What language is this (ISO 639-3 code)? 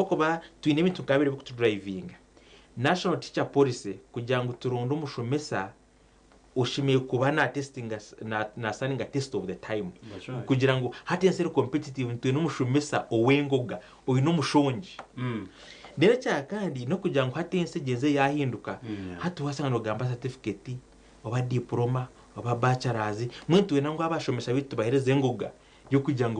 nyn